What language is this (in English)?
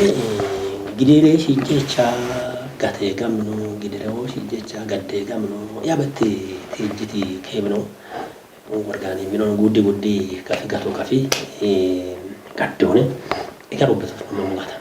Kafa